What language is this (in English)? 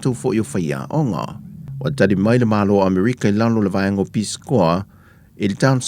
Samoan